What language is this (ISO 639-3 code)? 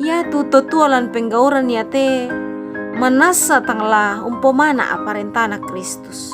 sda